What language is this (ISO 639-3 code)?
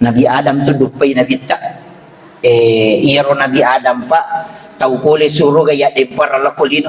bug